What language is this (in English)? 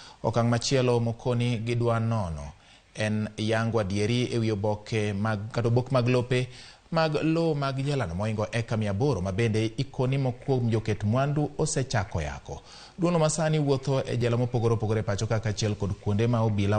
Luo (Kenya and Tanzania)